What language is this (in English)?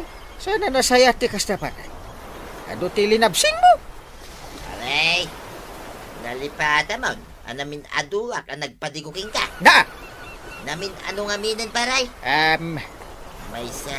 Iloko